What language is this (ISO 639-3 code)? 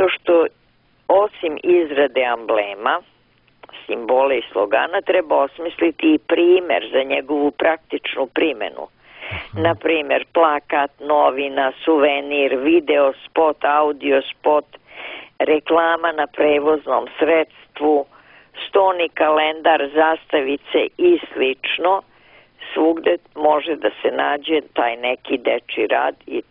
srp